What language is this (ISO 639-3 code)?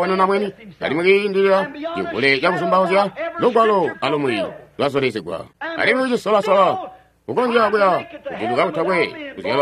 toi